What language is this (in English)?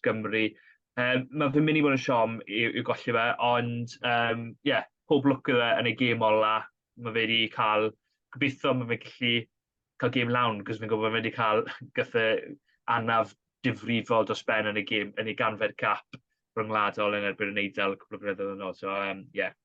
Welsh